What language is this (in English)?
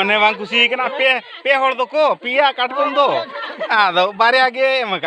Santali